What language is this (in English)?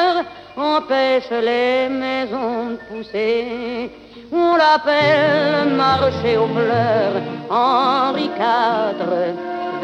French